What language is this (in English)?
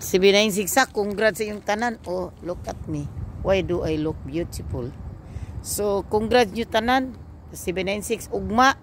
Cebuano